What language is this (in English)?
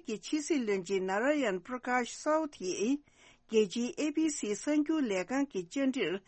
Tibetan